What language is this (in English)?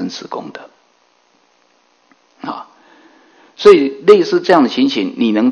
Chinese